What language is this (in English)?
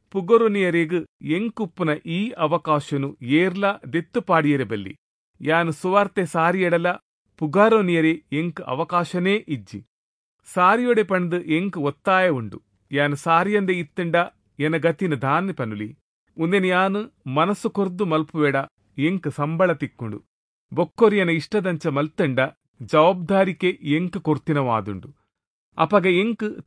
Tulu